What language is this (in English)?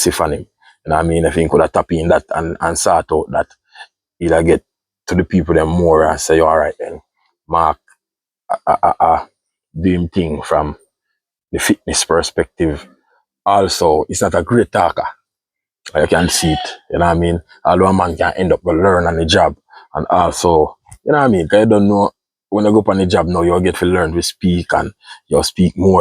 Jamaican Creole English